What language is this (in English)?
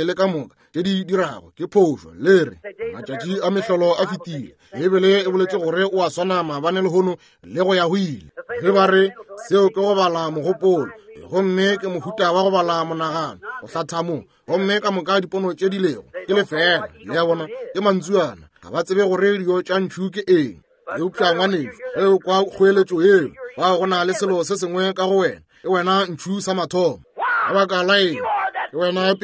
Northern Sotho